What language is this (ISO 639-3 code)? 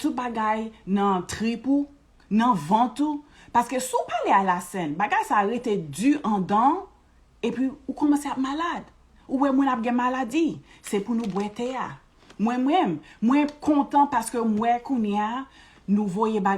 hat